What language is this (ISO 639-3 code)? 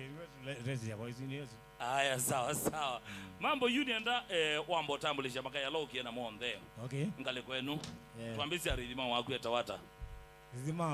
kam